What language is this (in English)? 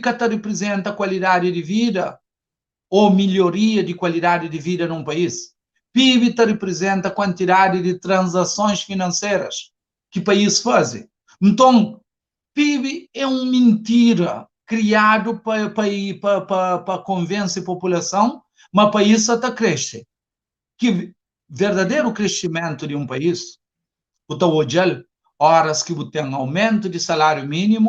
Kabuverdianu